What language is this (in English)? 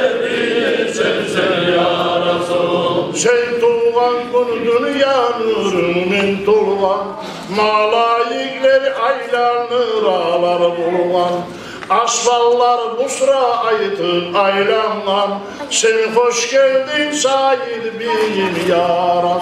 Kumyk